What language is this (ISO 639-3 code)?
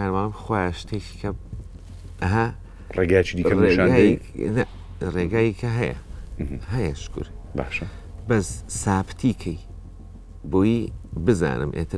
ckb